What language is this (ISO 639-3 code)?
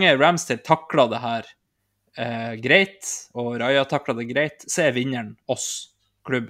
nor